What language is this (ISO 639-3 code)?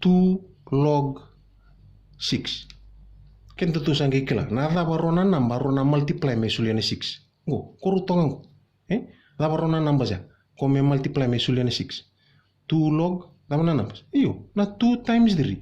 fij